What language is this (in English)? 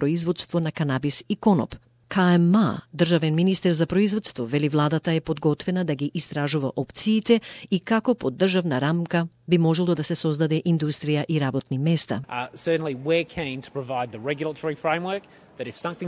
Macedonian